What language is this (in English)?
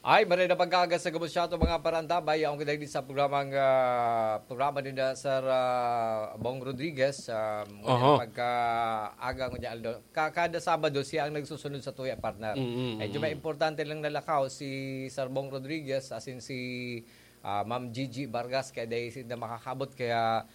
Bikol